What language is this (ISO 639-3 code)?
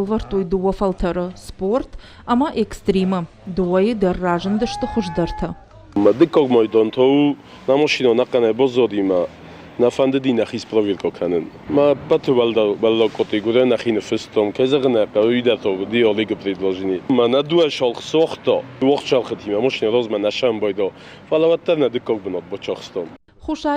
oss